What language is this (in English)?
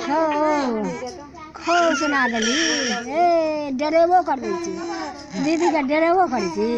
Maithili